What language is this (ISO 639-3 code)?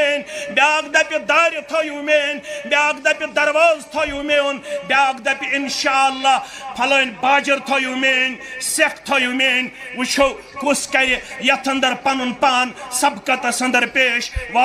kas